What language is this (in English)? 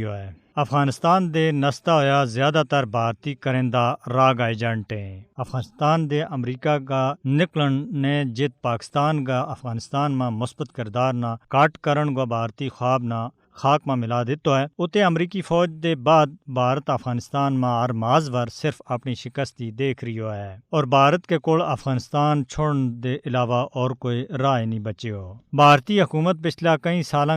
Gujari